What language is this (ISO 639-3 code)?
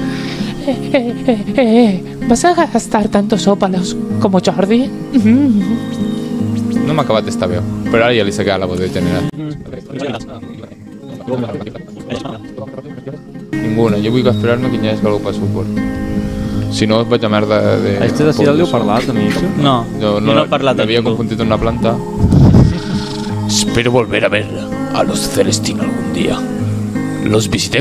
cat